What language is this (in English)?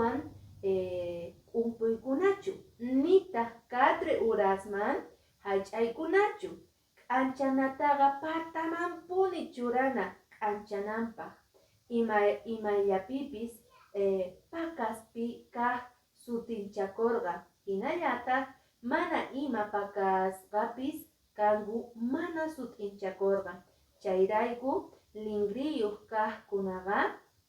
Quechua